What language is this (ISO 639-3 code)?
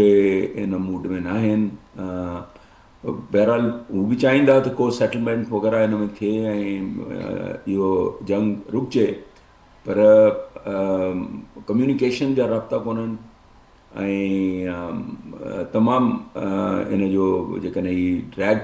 snd